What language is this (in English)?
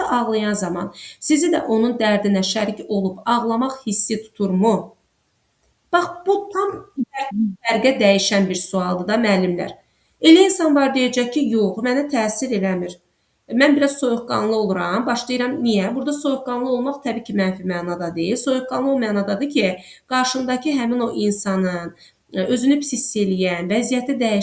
Azerbaijani